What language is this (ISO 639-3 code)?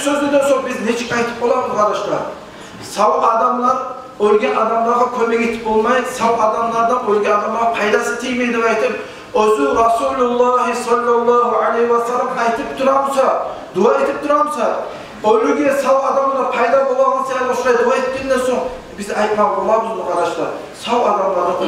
kum